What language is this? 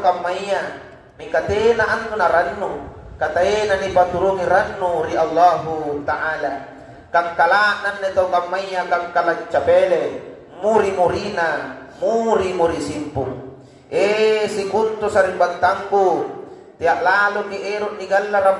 Makasar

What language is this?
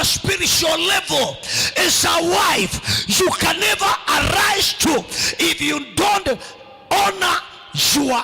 Kamba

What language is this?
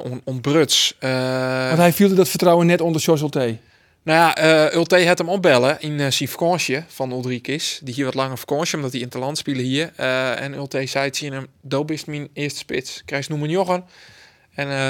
Western Frisian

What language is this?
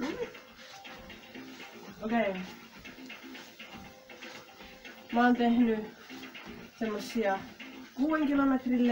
Finnish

